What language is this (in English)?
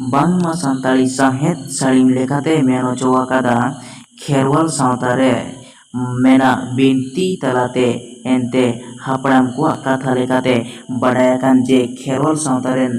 Santali